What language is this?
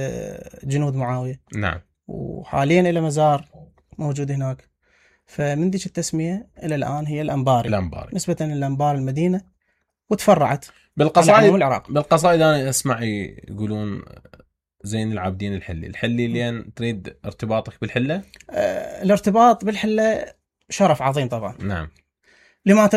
Mesopotamian Arabic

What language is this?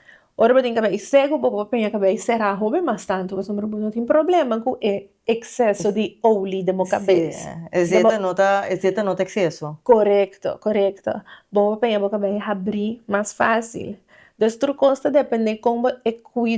Papiamento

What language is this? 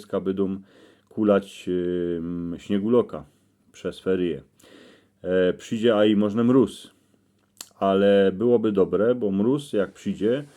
Silesian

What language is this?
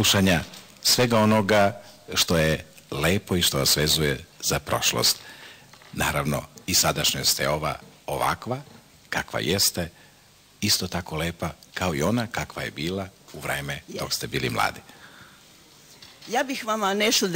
Serbian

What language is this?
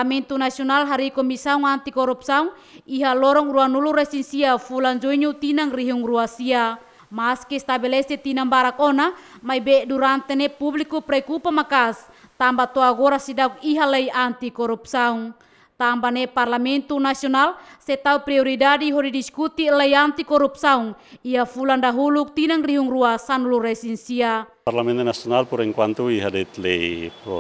Tetum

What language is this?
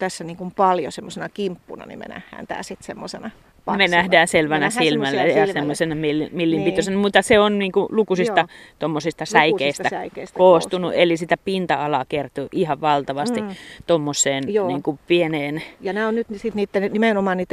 Finnish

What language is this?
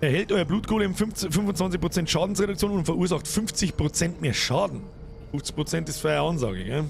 Bavarian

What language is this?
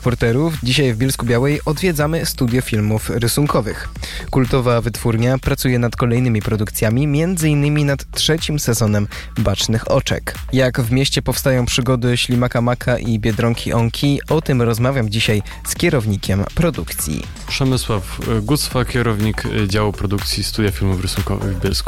Polish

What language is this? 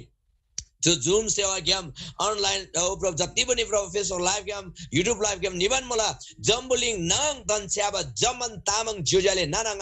Eastern Tamang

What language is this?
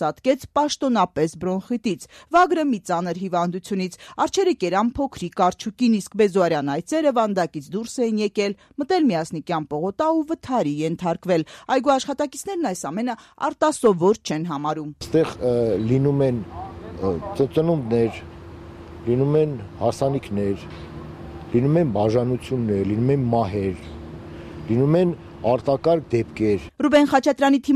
Armenian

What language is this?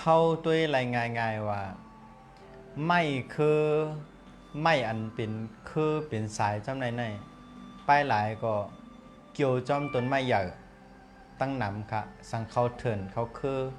Shan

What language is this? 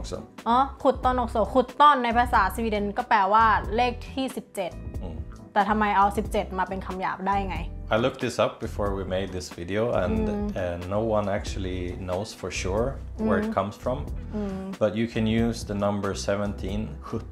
Thai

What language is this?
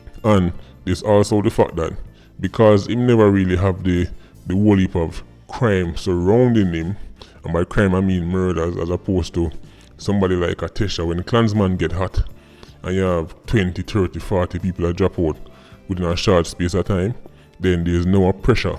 Jamaican Creole English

